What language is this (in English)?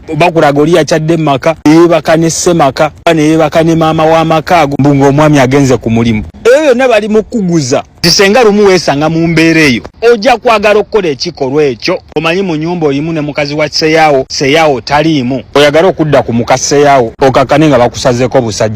Ganda